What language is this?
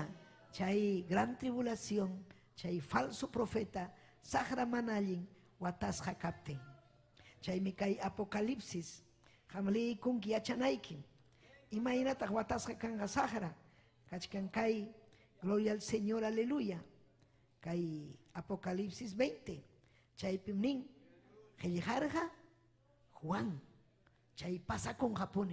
Ayacucho Quechua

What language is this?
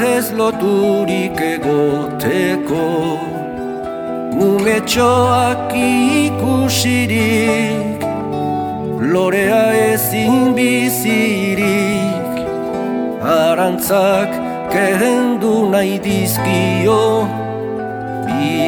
Basque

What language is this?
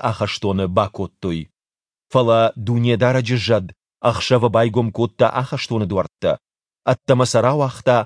Ossetic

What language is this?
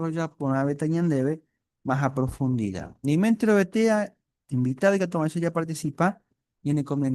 Guarani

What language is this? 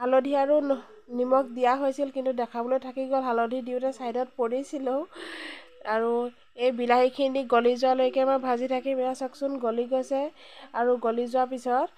Assamese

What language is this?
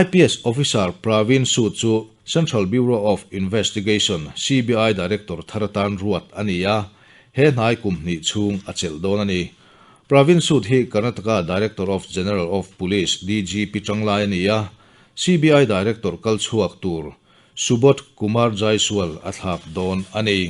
Mizo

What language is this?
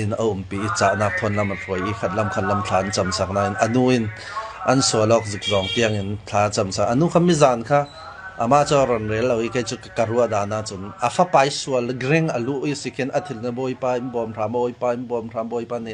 Falam Chin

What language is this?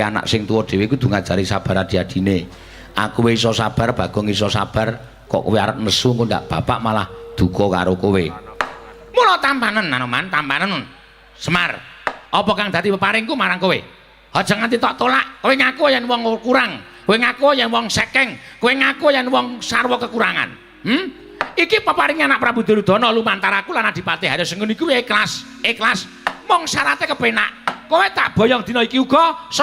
Javanese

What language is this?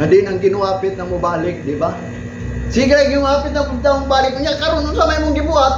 Cebuano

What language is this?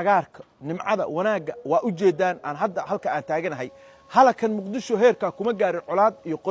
Somali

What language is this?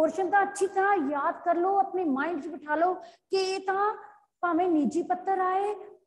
Punjabi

